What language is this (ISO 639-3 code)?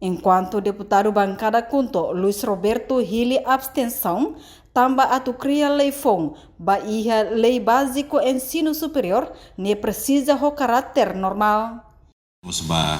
tet